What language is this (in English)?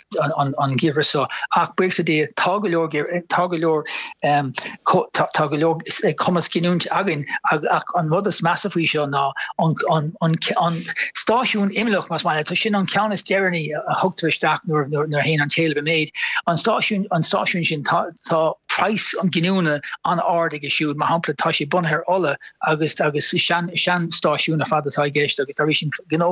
Irish